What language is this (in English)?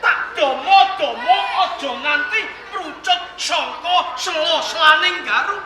Javanese